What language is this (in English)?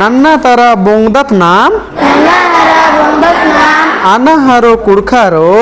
Kurukh